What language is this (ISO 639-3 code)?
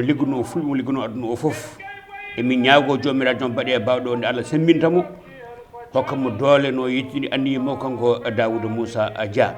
ful